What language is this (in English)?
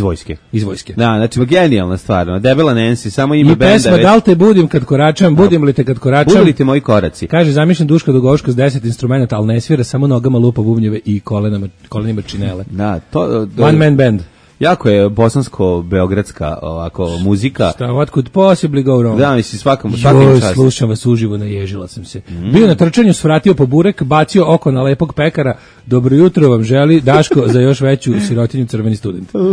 Serbian